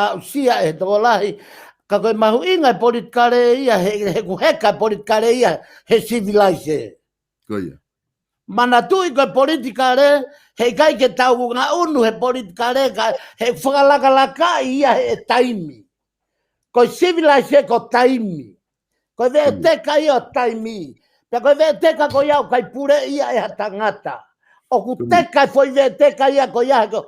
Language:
Tongan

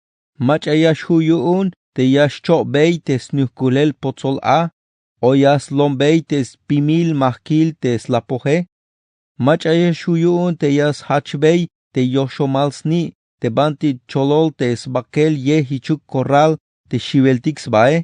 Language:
Tzeltal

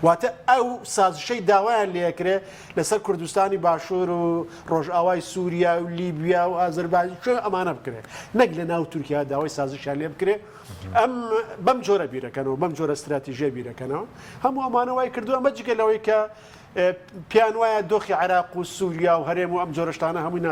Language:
Central Kurdish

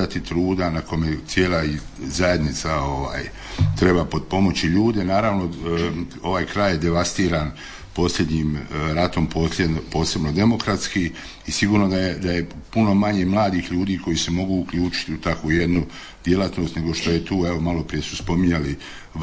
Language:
Croatian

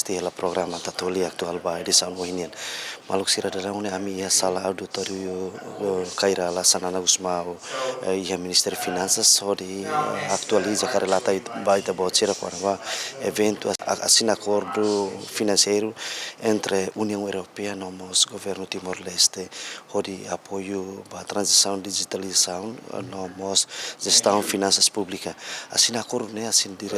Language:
Tetum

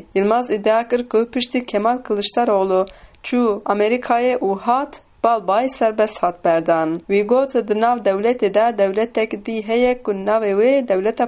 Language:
Kurdish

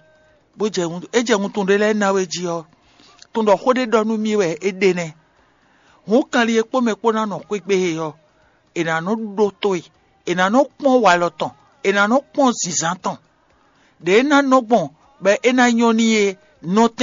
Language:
Fon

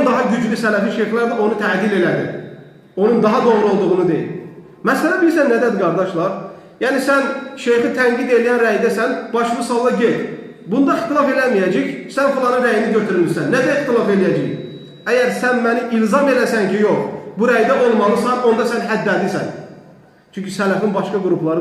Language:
Azerbaijani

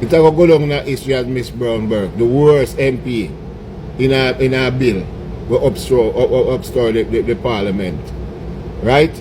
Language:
Jamaican Creole English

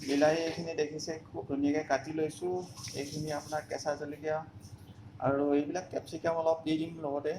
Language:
Assamese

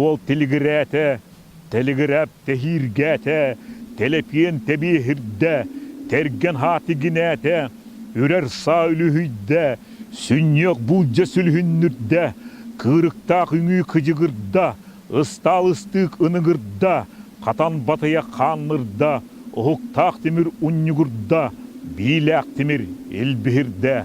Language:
Yakut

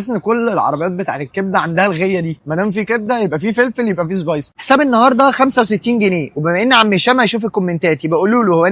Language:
Egyptian Arabic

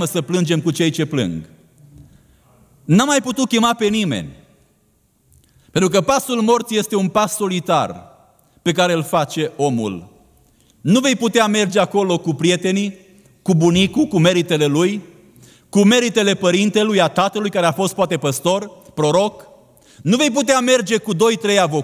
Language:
Romanian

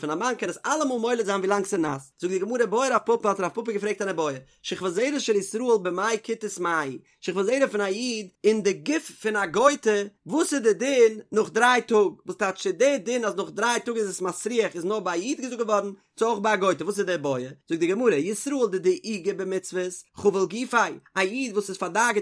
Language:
Yiddish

